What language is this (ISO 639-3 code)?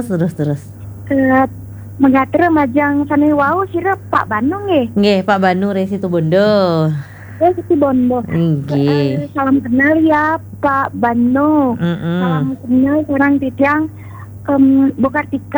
ban